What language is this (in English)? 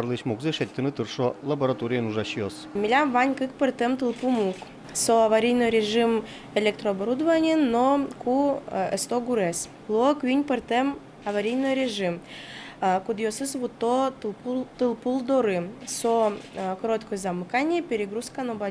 Udmurt